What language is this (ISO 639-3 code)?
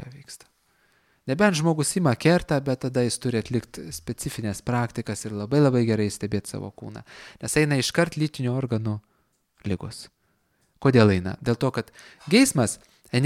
lit